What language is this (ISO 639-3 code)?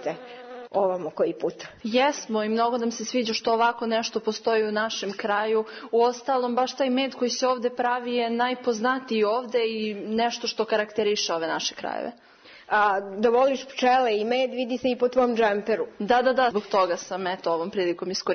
srp